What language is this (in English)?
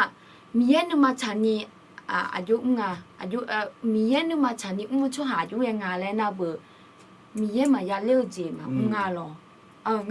Akha